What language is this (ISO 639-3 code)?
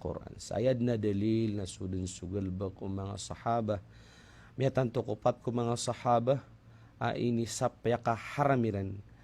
mrw